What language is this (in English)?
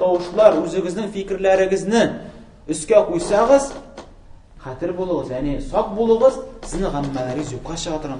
Tatar